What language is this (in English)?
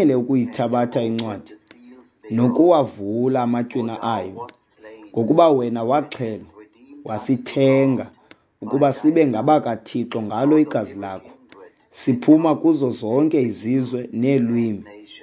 Xhosa